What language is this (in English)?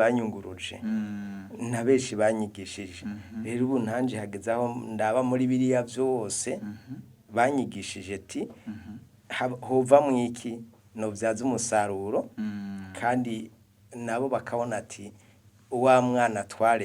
Rundi